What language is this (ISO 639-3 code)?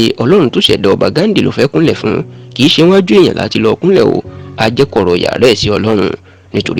yor